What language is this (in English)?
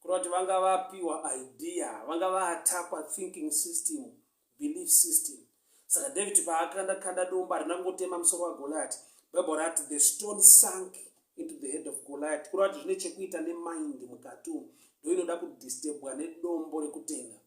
Shona